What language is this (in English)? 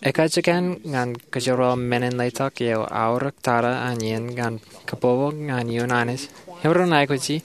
Marshallese